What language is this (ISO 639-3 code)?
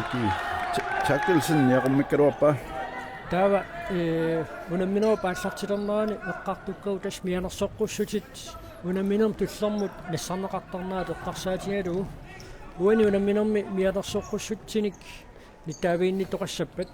kal